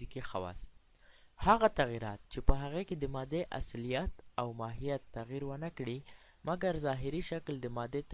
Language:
Pashto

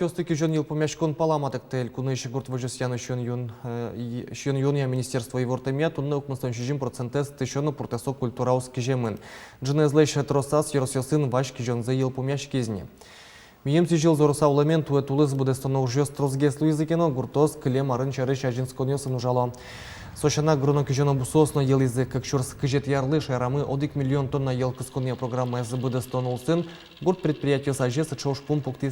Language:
Udmurt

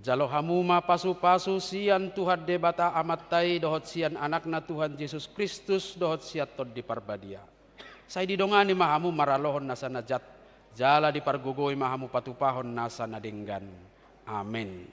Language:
Batak Toba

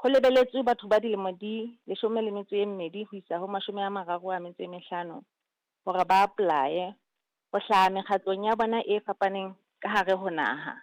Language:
Southern Sotho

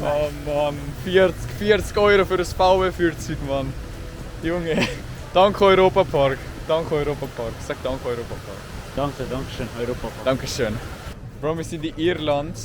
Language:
Swiss German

